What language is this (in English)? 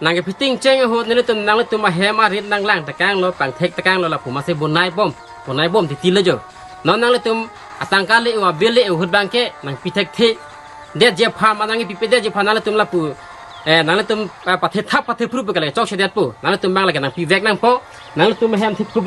Karbi